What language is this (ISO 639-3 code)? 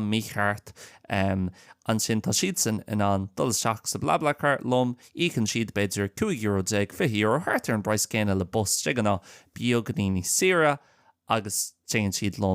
gle